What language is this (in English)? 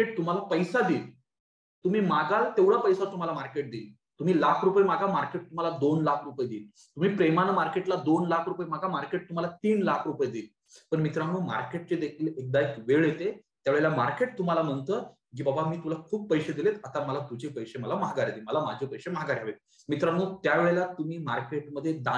Marathi